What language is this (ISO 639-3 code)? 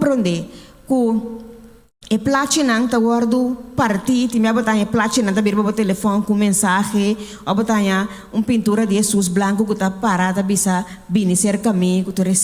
pap